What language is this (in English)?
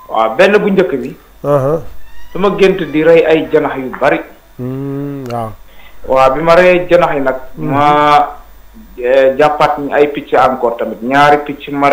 Wolof